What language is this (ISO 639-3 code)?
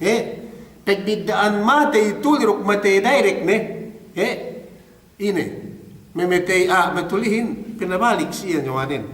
yka